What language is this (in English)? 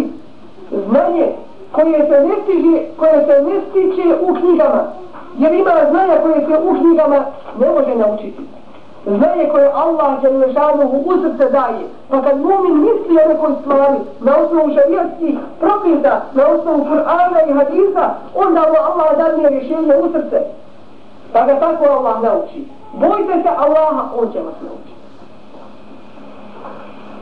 Bosnian